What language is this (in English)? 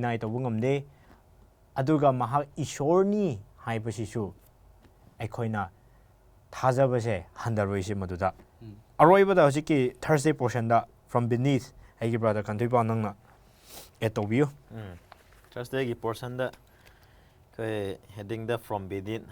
Manipuri